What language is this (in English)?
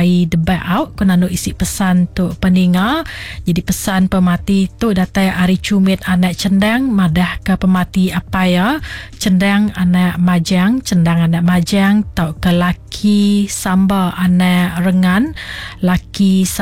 Iban